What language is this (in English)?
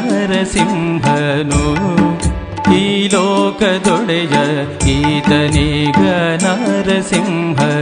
Kannada